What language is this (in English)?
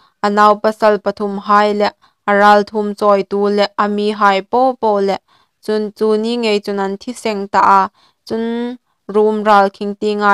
Hmar